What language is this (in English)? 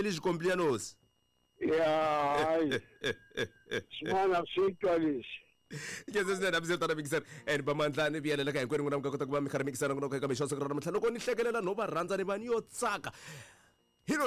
Tsonga